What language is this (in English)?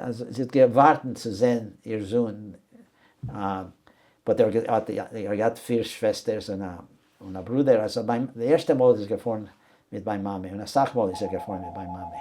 Yiddish